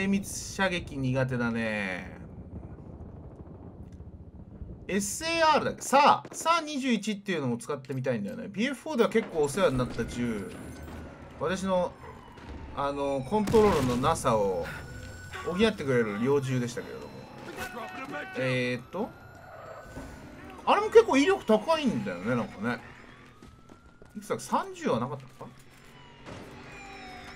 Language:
Japanese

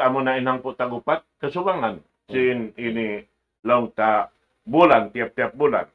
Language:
Tausug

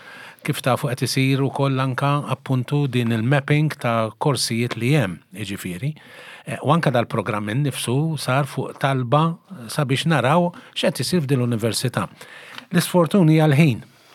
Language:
Maltese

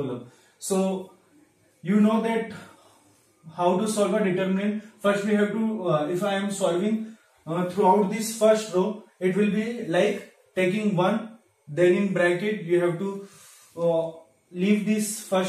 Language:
English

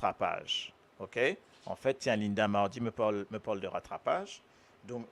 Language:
Morisyen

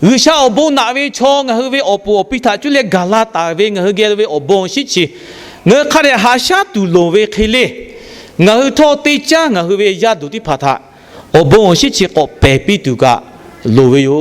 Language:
Lahu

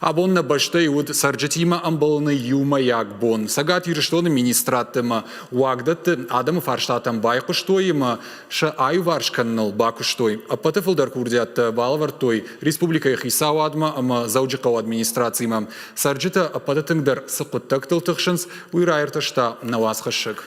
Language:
Ossetic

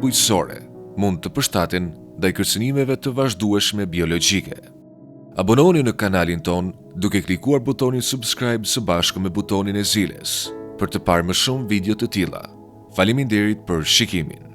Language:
Albanian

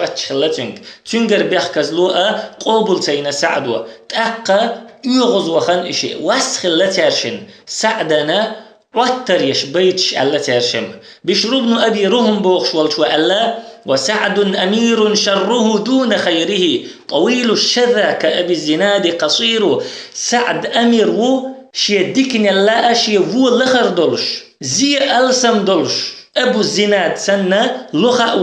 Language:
Chechen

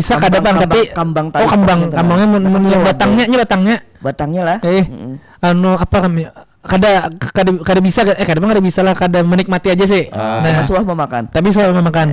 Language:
Banjar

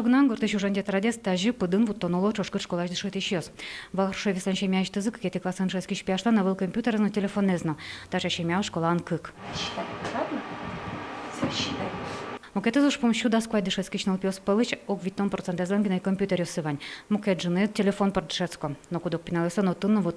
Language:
Udmurt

